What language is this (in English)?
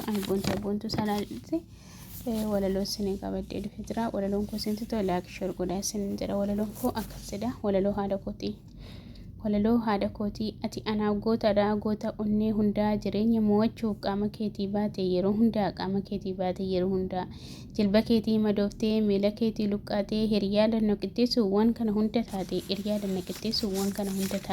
Oromo